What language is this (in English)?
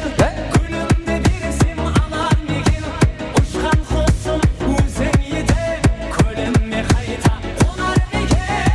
Kara-Kalpak